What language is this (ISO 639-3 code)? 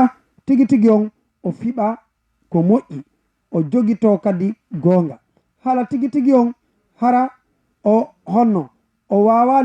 ful